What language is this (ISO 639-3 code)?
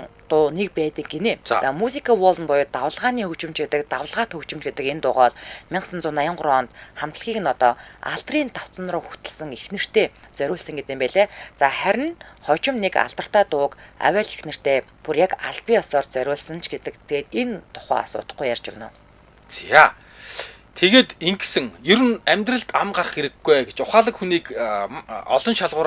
mon